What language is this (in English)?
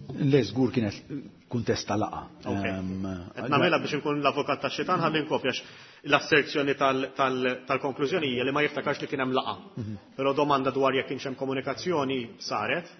Maltese